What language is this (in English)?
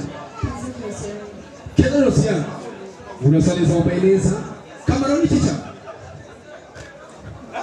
Kinyarwanda